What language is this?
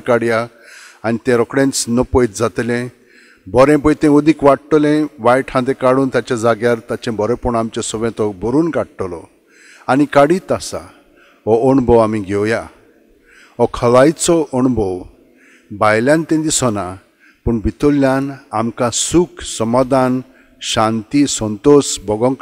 Konkani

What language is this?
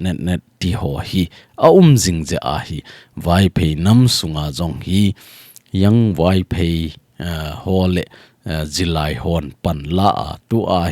Thado Chin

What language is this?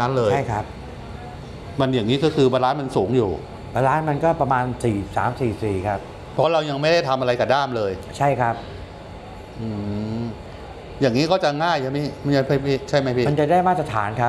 Thai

